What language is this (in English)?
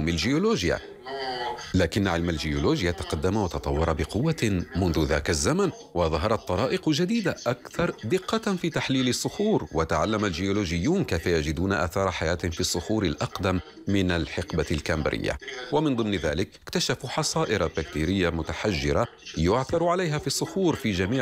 Arabic